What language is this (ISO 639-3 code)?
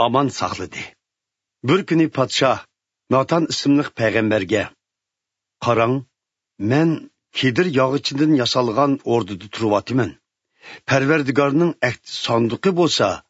uig